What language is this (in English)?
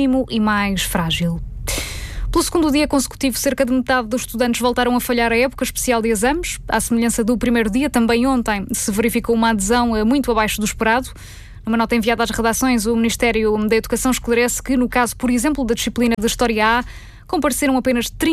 Portuguese